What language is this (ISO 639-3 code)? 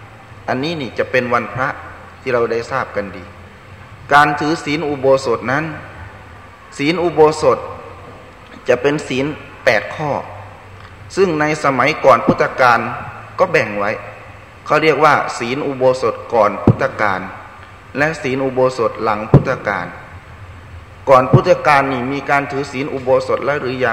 tha